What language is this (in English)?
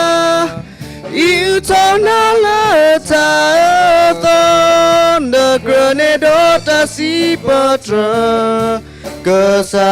S'gaw Karen